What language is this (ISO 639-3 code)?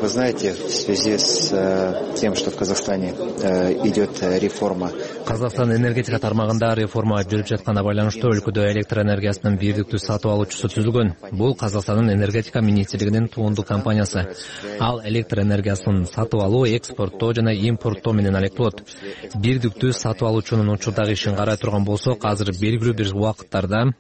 kir